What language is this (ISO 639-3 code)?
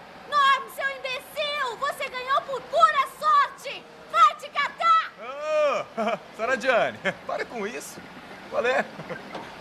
por